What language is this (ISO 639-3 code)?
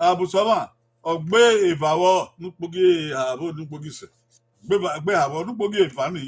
bin